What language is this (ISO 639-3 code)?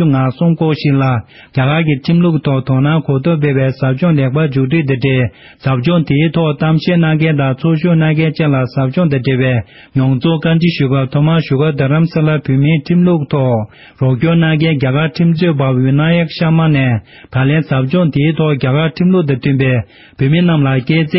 bod